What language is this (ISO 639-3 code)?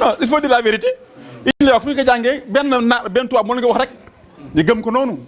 wol